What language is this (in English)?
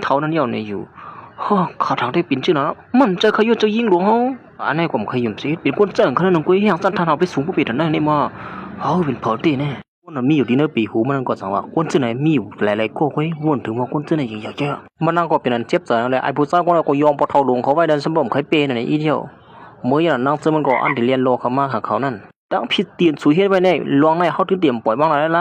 Shan